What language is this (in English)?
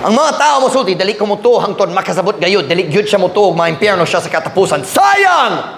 Cebuano